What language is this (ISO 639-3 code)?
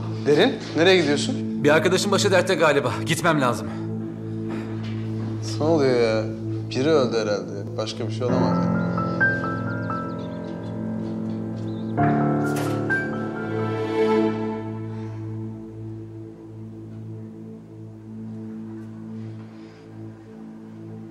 tur